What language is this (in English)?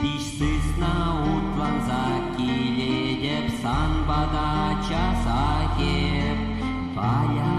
Chuvash